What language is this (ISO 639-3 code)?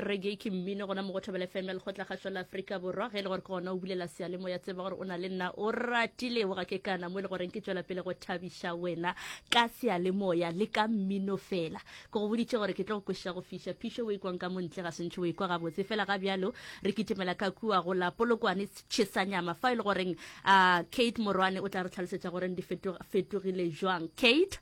nso